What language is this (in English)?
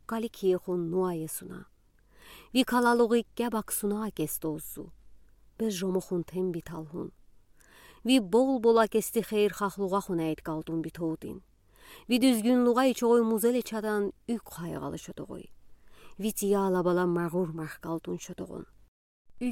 Udi